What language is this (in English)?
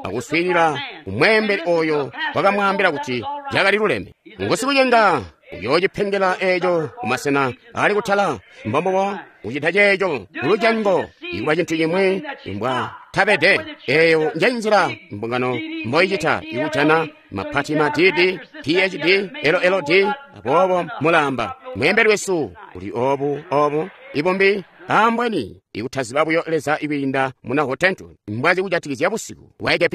Tonga (Zambia)